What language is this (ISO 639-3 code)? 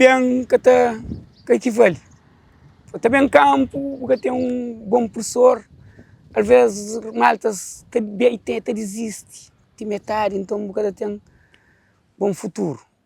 kea